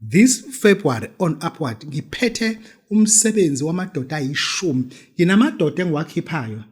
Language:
Zulu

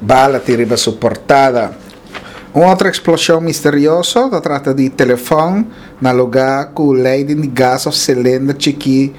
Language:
Papiamento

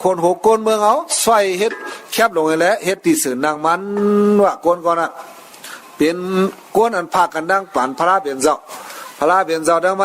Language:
Shan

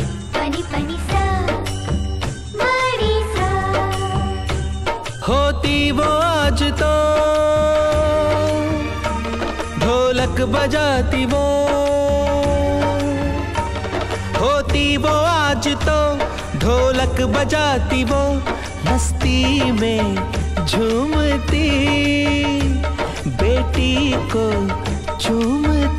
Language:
Hindi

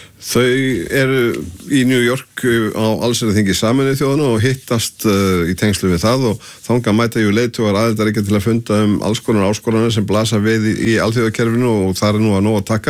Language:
Icelandic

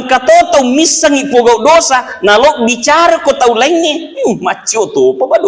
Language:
Buginese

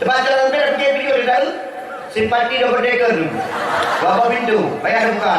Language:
Achinese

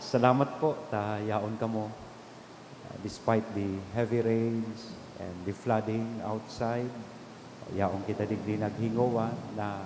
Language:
Bikol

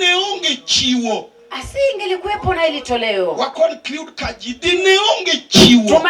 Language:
Luo (Kenya and Tanzania)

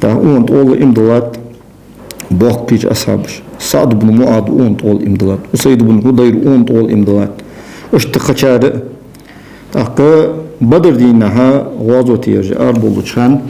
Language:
Ingush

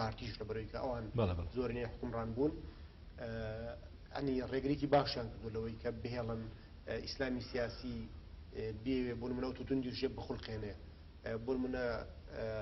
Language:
Central Kurdish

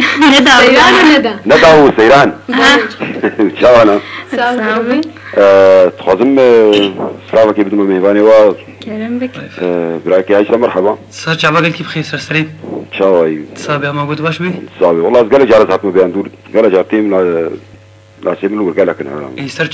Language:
Kurdish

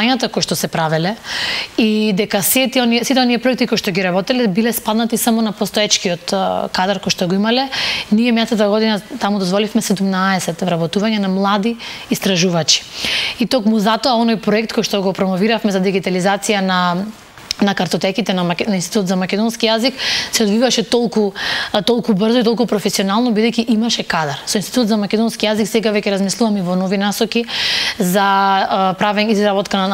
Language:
Macedonian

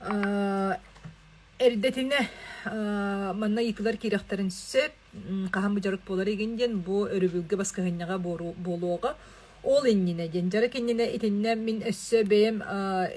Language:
Yakut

